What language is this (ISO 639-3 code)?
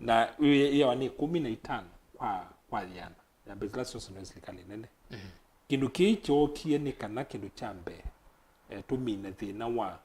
kam